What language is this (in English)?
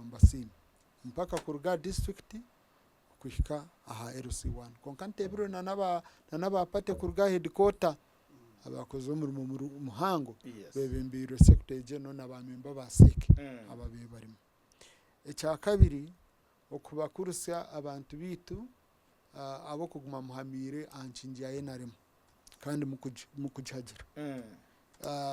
Nyankole